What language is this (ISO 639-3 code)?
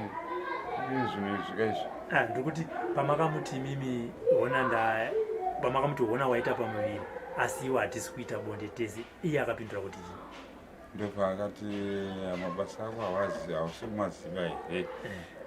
sna